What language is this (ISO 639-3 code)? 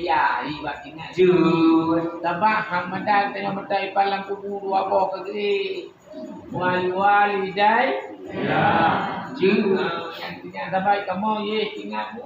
ace